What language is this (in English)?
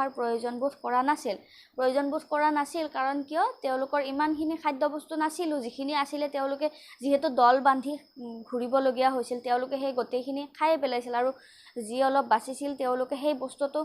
Assamese